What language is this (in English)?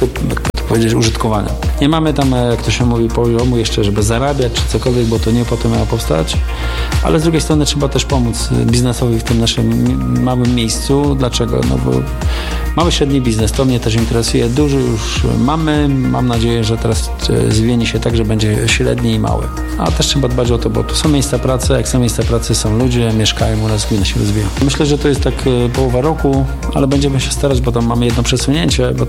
Polish